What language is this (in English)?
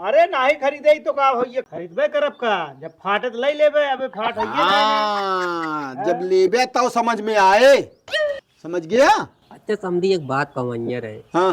Awadhi